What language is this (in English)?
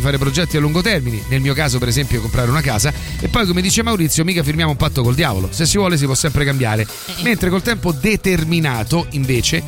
Italian